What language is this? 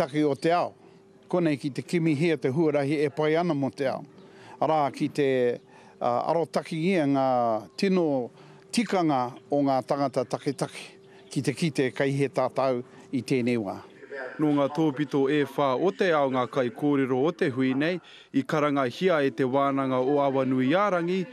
Māori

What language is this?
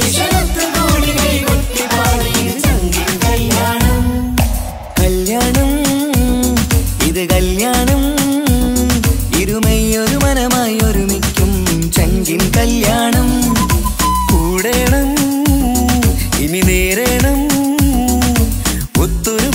Malayalam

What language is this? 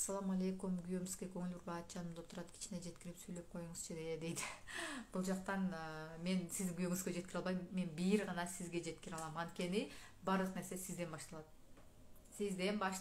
Kyrgyz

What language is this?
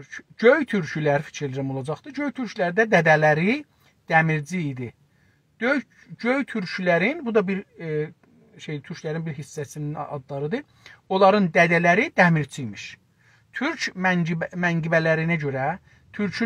South Azerbaijani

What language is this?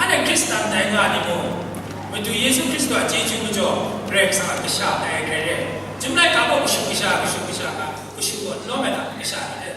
Kachin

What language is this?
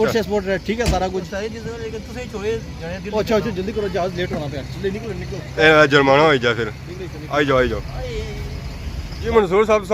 Pahari-Potwari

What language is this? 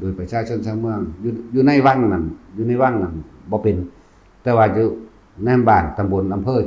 Northeastern Thai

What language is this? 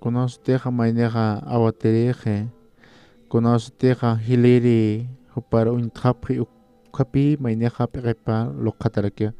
Aymara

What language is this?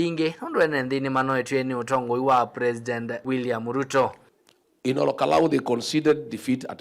Kamba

